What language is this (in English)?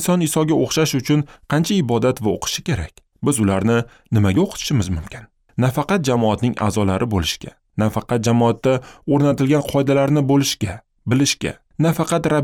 Uzbek